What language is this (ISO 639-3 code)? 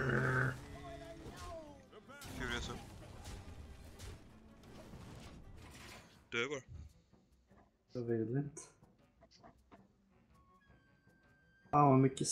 swe